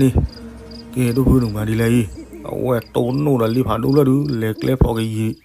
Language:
S'gaw Karen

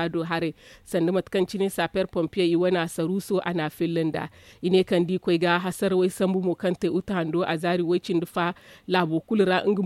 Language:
Zarma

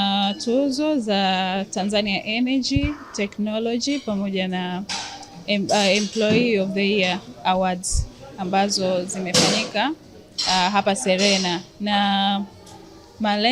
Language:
Swahili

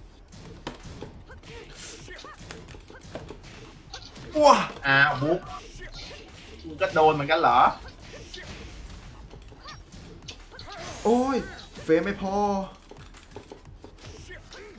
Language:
Thai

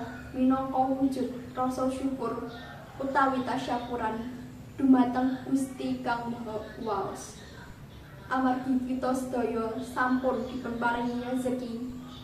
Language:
Javanese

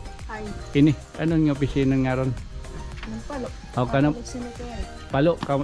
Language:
Waray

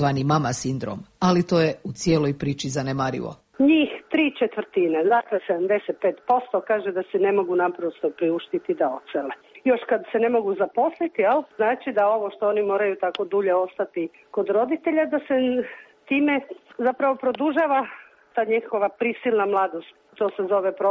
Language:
Croatian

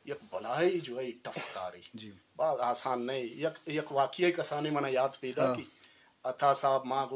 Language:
Eastern Balochi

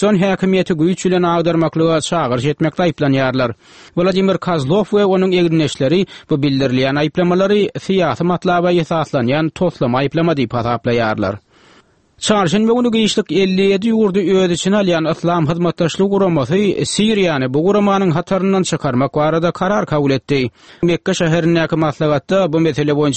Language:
Turkmen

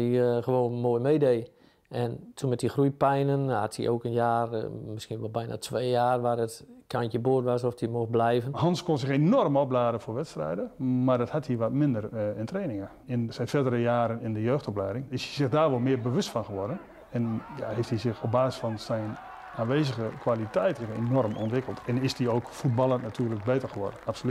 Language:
Dutch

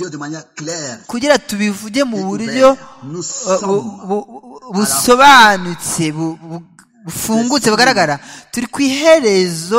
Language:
Kinyarwanda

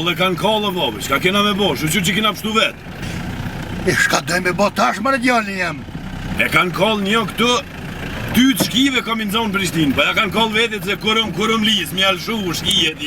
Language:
Albanian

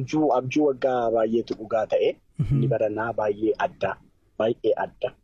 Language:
Oromo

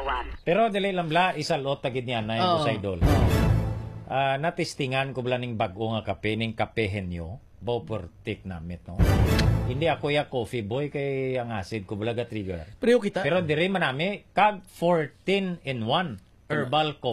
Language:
Hiligaynon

